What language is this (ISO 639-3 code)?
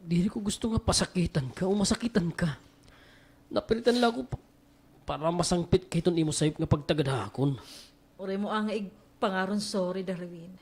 war